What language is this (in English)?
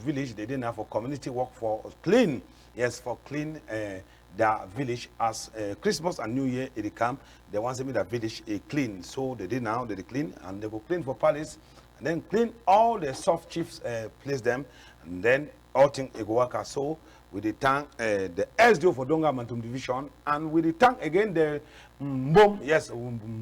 Cameroon Pidgin